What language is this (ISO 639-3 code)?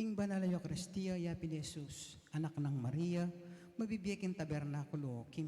pam